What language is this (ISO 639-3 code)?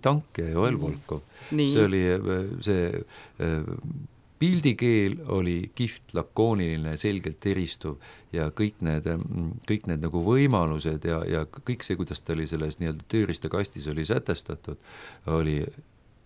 est